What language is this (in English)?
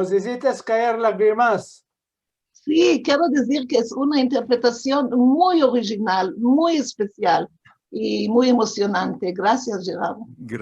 Ladino